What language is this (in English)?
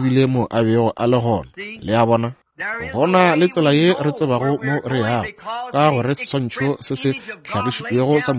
Northern Sotho